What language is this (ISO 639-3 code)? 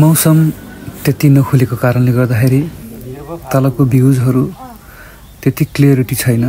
nep